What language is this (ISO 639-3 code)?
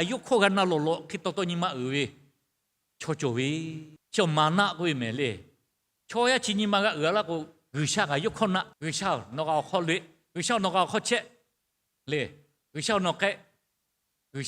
lhu